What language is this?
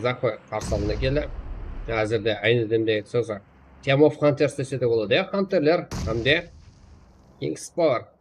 Kara-Kalpak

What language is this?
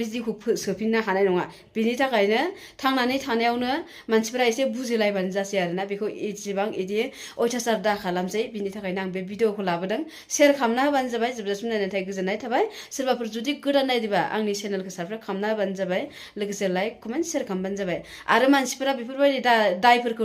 Bodo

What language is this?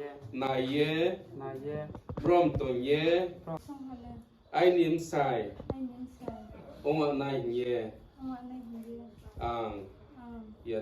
Riang (India)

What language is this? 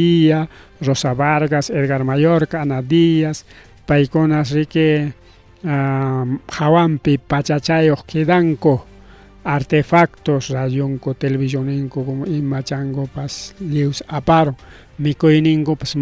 Ayacucho Quechua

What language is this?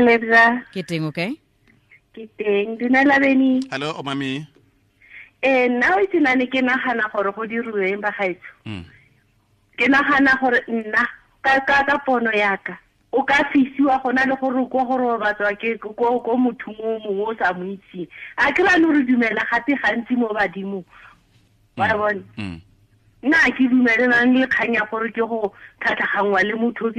Tswana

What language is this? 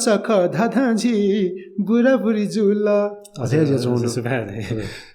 Newari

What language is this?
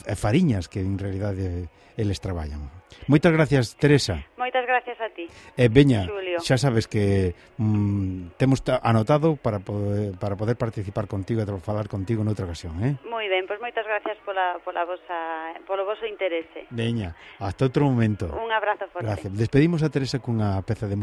Galician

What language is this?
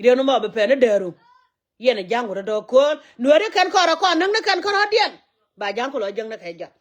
Nuer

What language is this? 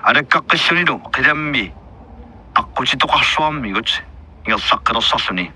Kalaallisut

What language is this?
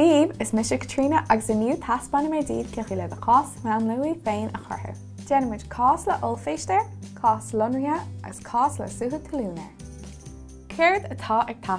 Irish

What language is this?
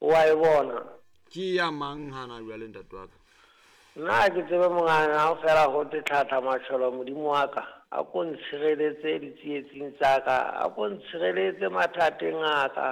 Southern Sotho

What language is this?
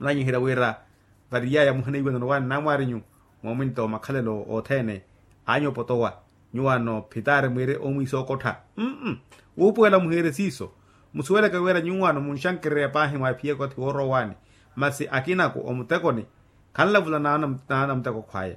Makhuwa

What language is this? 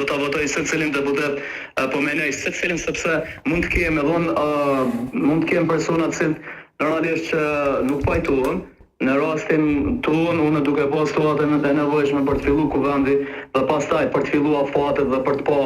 Albanian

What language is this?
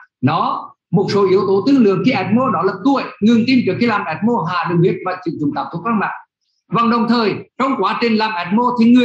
Vietnamese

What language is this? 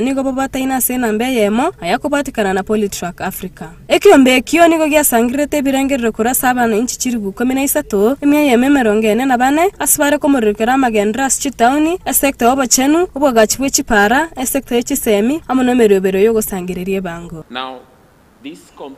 Gusii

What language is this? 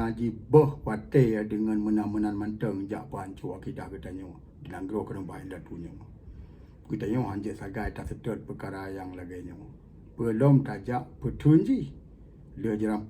Achinese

